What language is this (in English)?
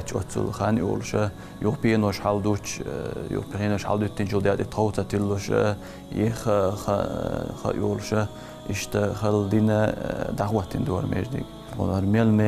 Chechen